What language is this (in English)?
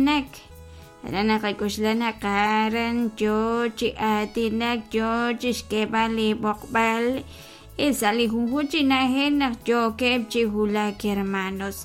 Kekchí